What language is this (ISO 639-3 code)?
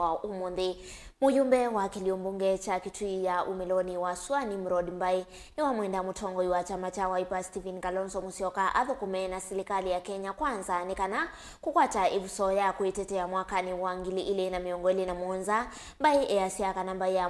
kam